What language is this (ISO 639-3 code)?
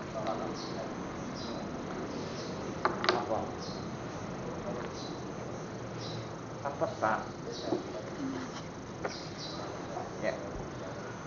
ind